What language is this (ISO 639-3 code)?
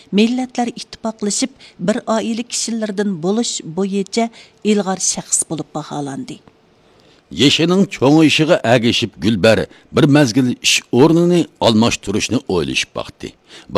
uig